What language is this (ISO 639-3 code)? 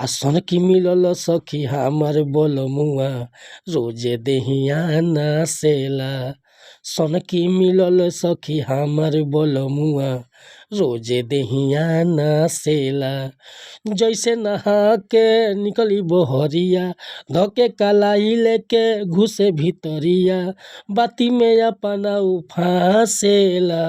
bho